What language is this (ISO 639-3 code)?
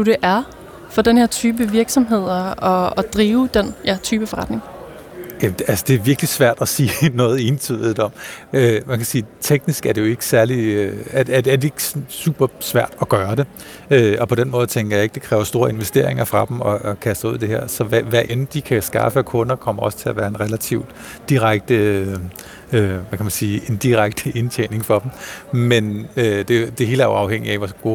dan